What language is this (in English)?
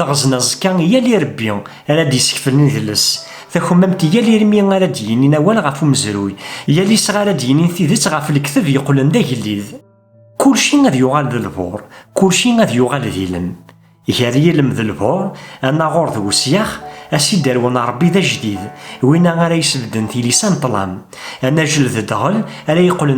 Kabyle